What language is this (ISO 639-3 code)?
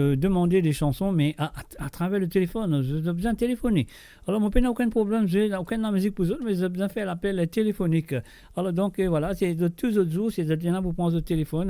mfe